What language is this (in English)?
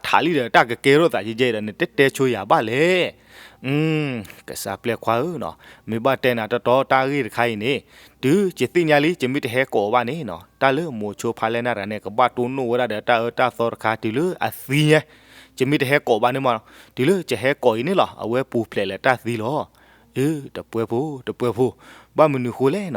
S'gaw Karen